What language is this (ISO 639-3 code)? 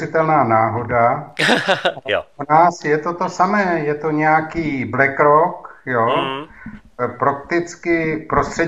ces